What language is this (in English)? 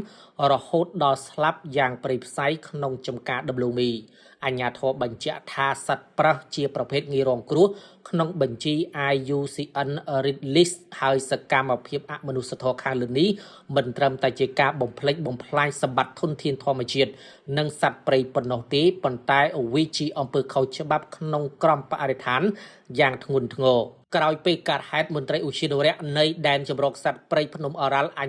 Khmer